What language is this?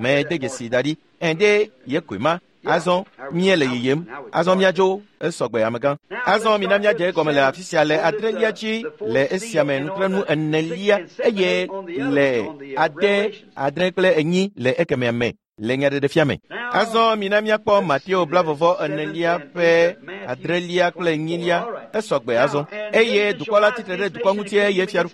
Ewe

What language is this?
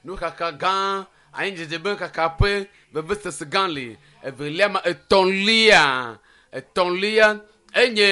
Ewe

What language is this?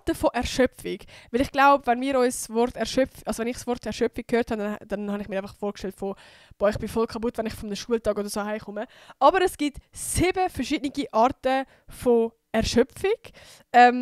Swiss German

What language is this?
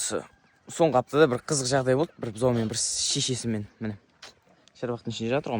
Kazakh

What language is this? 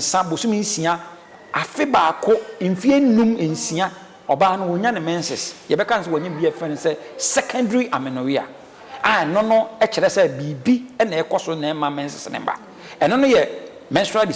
Akan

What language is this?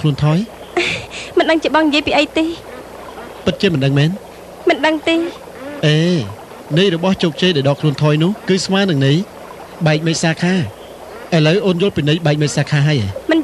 Khmer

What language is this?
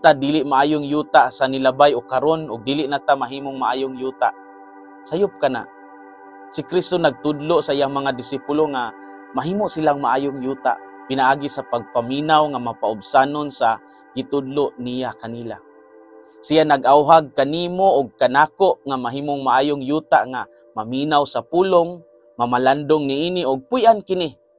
Cebuano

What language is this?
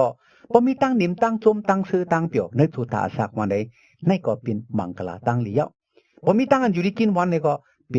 Shan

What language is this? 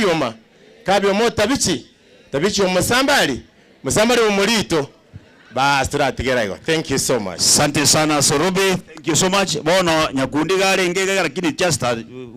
Gusii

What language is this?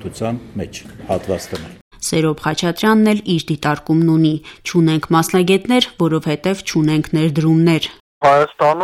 Armenian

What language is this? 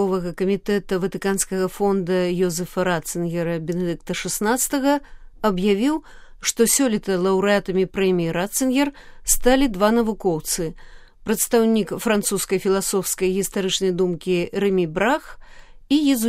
Belarusian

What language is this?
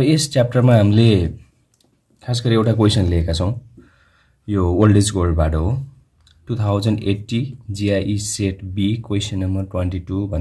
Nepali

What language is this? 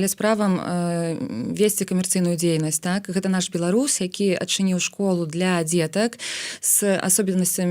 Belarusian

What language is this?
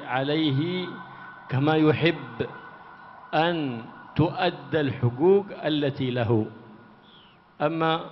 Arabic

